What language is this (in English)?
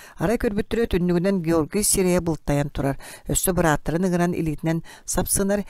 Yakut